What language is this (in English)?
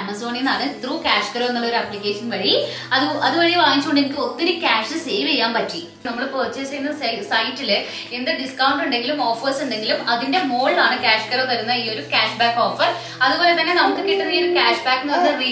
Malayalam